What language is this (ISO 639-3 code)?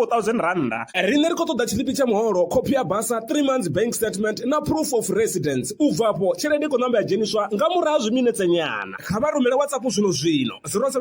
ven